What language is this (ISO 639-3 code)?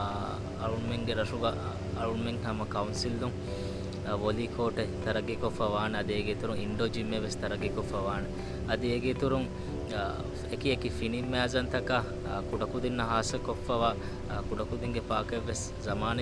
div